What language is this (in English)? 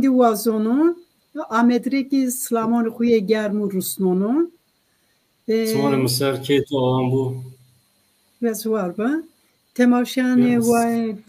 Zaza